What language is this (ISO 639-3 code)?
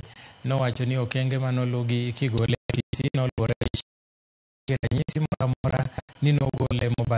luo